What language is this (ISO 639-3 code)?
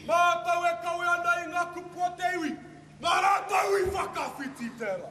mri